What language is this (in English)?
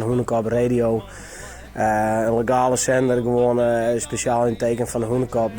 Western Frisian